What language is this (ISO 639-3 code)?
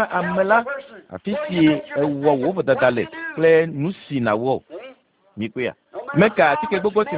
ewe